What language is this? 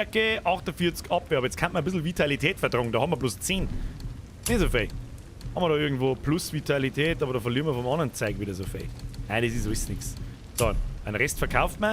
Bavarian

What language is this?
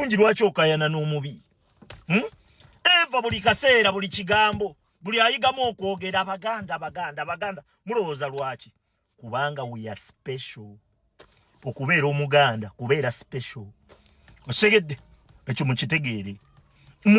Ganda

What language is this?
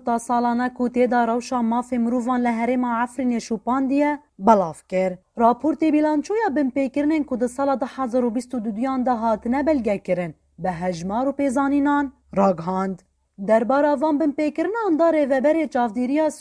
Kurdish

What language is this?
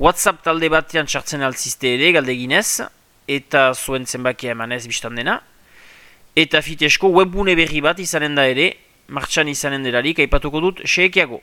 Basque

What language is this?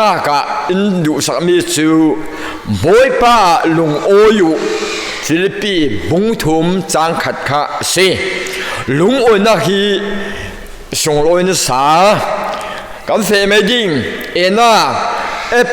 Falam Chin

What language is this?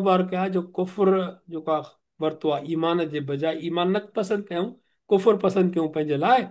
Sindhi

